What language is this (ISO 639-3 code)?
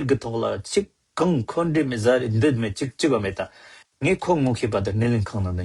bod